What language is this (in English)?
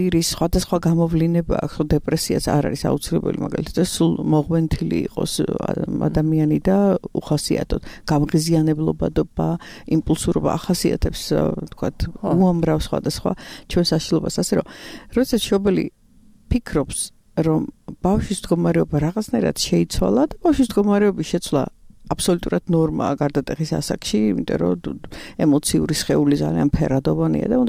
Georgian